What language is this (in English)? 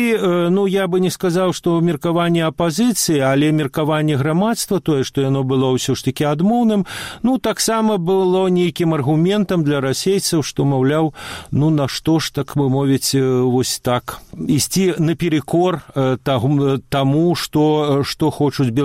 Belarusian